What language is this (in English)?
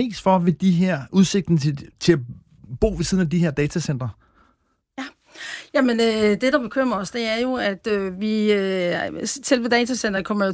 Danish